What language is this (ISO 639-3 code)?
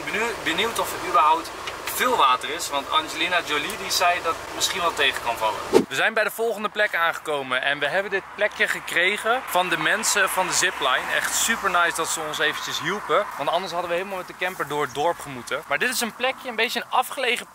nld